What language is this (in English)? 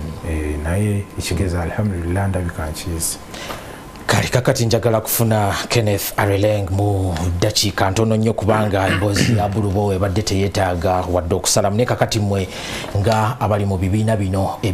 Ganda